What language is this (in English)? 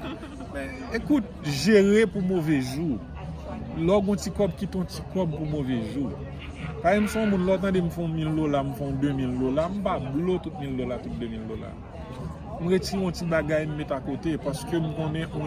Haitian Creole